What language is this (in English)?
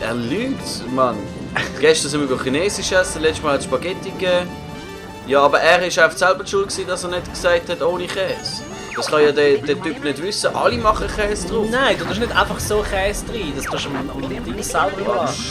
Swiss German